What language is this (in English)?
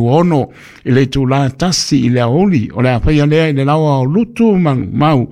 Samoan